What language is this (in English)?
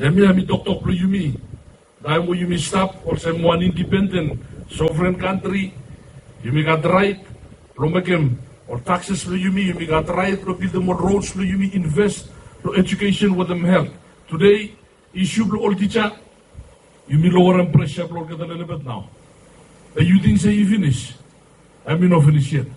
Bislama